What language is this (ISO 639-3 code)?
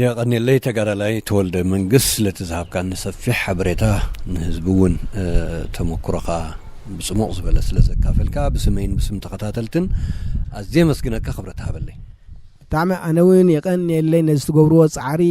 tir